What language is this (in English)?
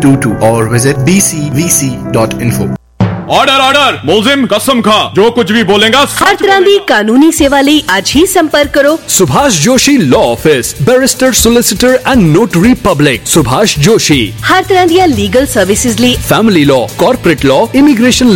Punjabi